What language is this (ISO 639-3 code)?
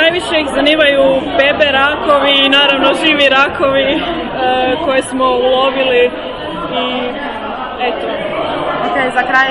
hrv